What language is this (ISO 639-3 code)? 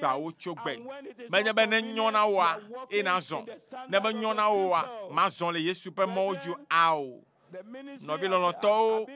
ewe